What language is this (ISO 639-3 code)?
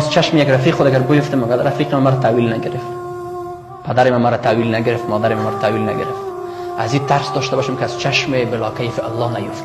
fas